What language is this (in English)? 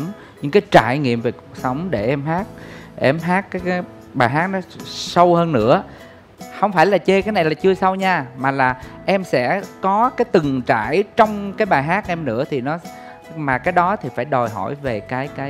Vietnamese